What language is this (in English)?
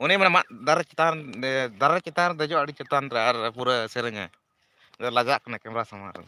Santali